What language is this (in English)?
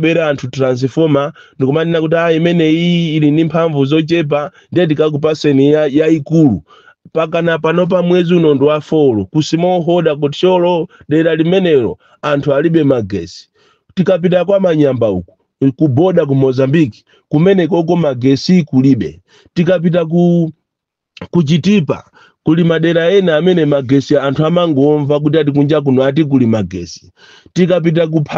Nyanja